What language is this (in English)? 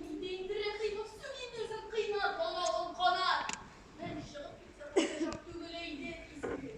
Tatar